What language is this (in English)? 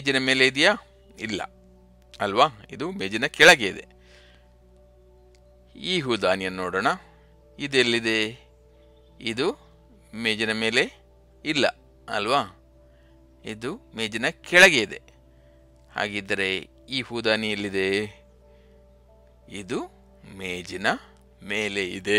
Kannada